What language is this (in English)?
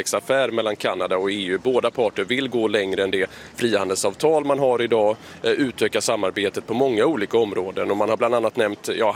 Swedish